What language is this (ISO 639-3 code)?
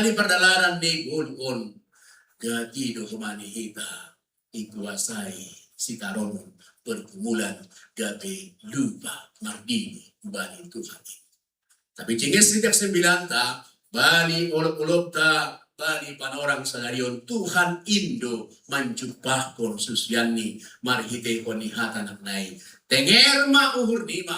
bts